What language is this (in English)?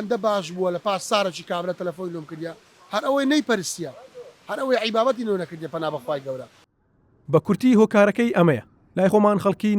Central Kurdish